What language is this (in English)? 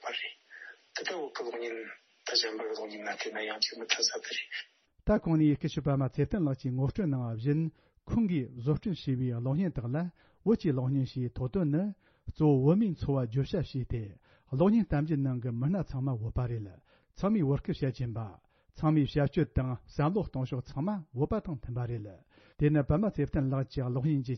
Tibetan